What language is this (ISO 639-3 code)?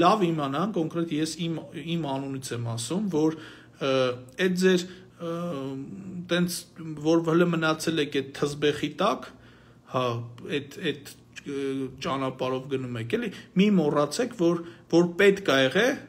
hye